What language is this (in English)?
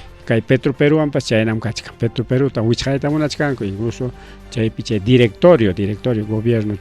Ayacucho Quechua